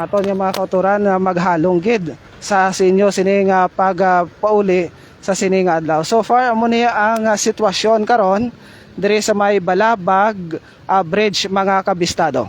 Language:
Hiligaynon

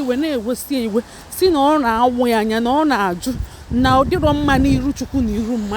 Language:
Igbo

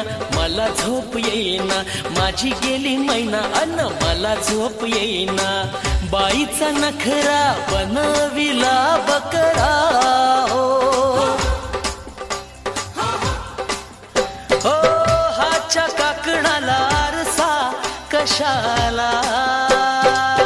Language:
Marathi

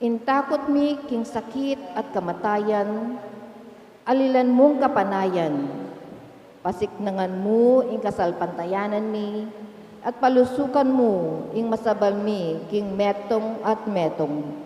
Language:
Pampanga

